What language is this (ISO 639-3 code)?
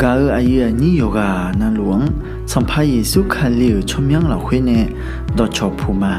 ahk